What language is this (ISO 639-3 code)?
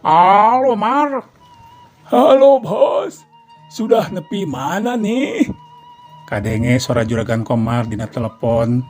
sun